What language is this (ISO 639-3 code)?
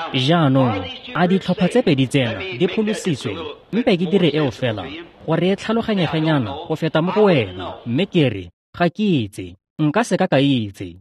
tsn